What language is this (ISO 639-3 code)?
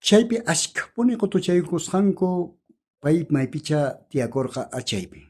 quh